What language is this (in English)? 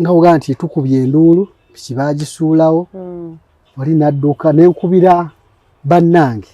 Ganda